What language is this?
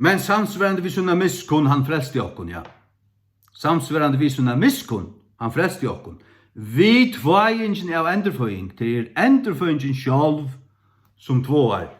Faroese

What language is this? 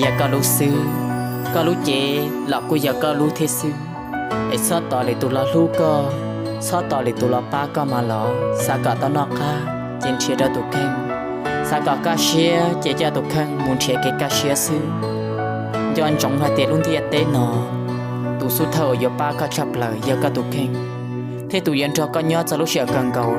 Hmong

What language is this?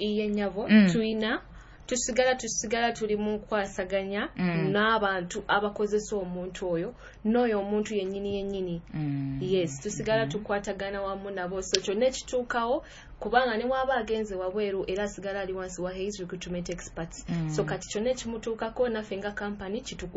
Nyoro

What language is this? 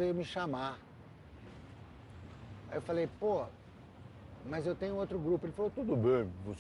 Portuguese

